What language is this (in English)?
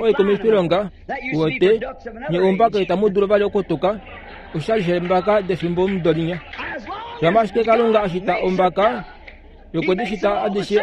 Kuanyama